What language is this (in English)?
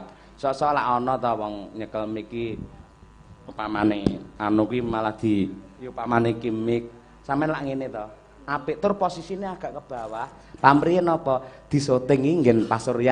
Javanese